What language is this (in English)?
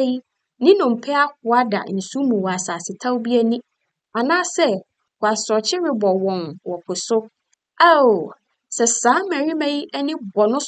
Akan